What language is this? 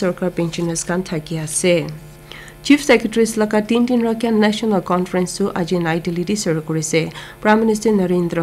Naga Pidgin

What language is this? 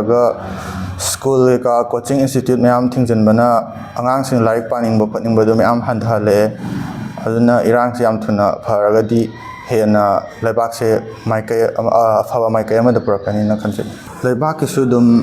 Manipuri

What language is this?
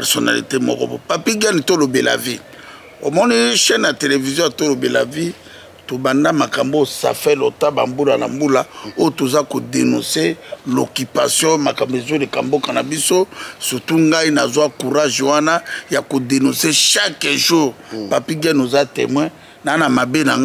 Lingala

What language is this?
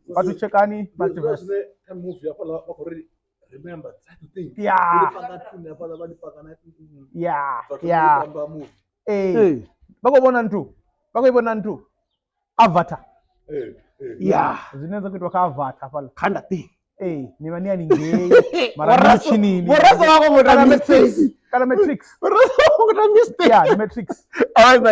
Venda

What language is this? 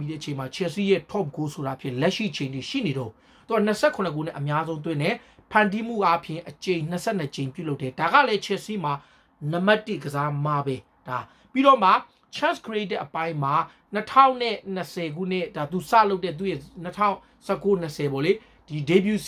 Burmese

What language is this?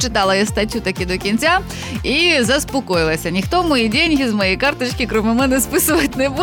Ukrainian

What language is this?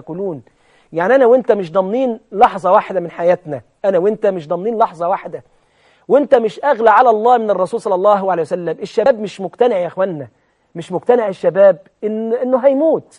Egyptian Arabic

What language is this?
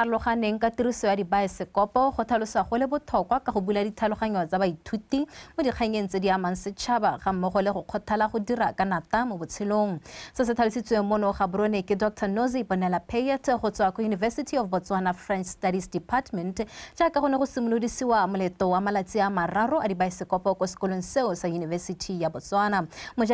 Tswana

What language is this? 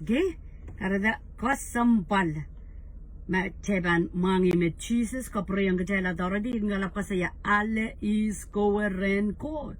Pohnpeian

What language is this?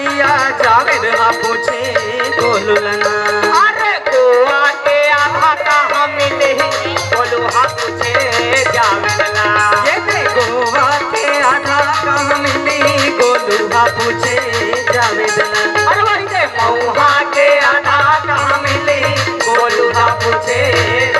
Chhattisgarhi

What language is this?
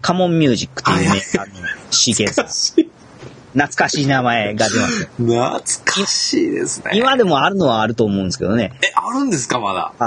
Japanese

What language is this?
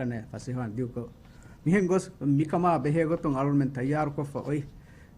Divehi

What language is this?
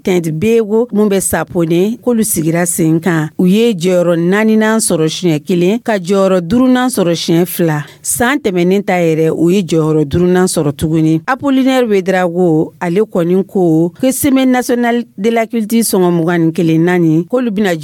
Dyula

